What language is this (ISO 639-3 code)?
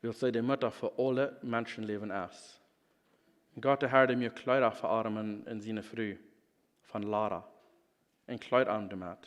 pdt